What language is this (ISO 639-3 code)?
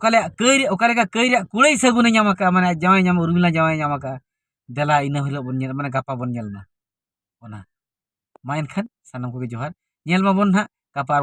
sat